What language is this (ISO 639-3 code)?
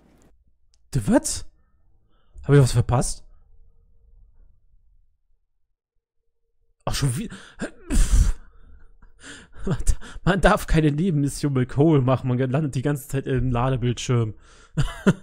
deu